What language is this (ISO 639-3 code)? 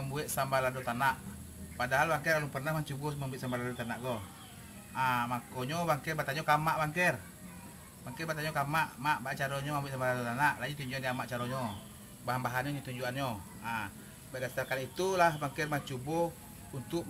min